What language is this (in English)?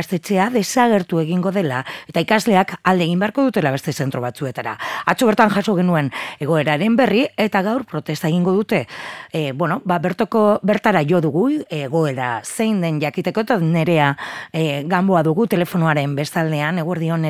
Basque